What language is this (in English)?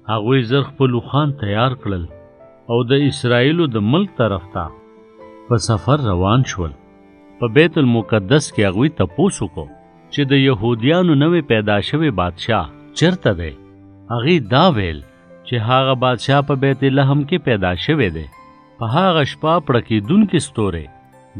Pashto